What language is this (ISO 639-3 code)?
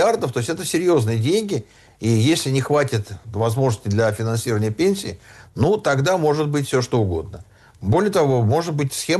rus